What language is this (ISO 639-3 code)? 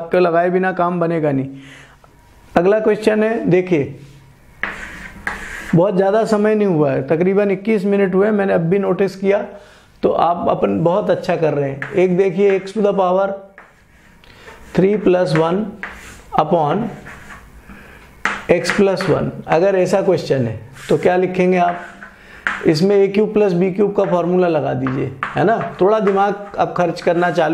hin